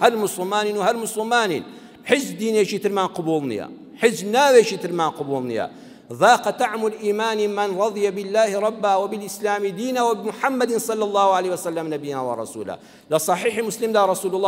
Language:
Central Kurdish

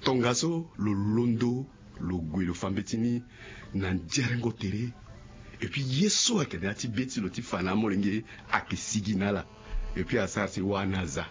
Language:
Sango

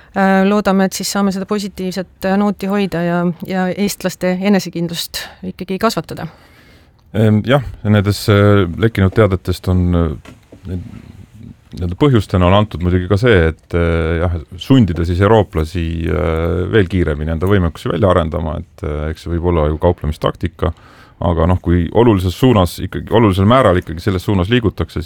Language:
Estonian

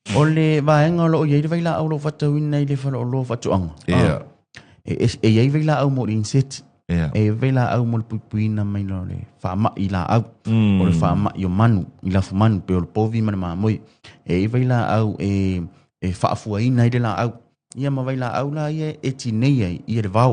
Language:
Samoan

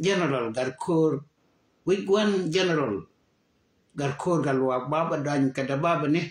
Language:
Nuer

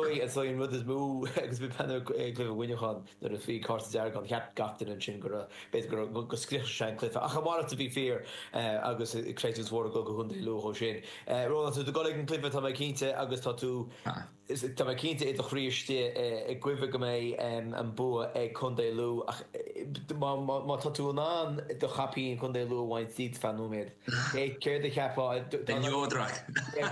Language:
Irish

